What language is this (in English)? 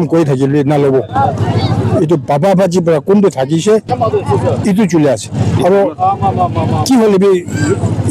Naga Pidgin